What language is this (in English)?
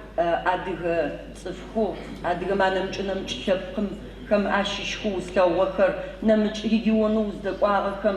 Adyghe